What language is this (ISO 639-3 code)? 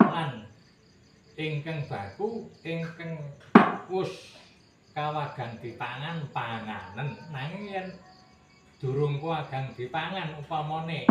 jav